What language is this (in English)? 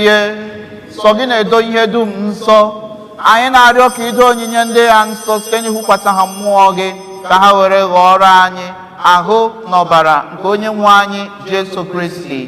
Igbo